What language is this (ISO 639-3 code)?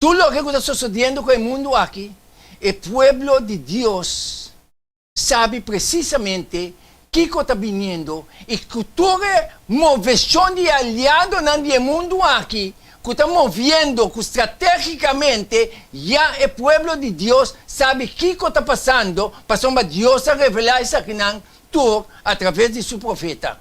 pap